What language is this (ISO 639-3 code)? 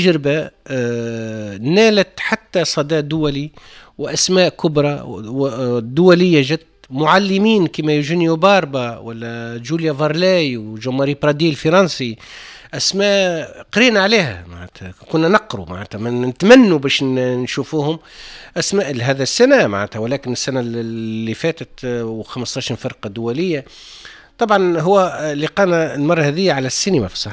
aeb